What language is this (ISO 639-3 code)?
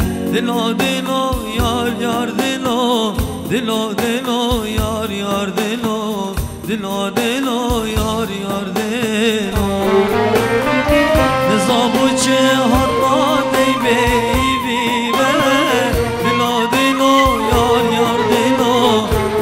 kur